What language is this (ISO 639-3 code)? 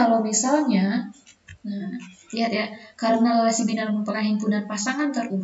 ind